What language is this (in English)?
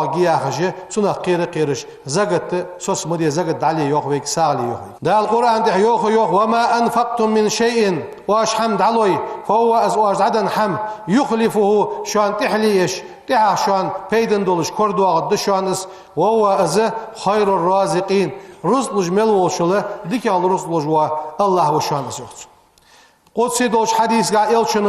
Ingush